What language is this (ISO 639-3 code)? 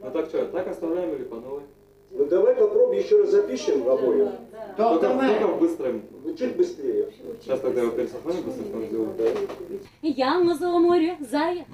kum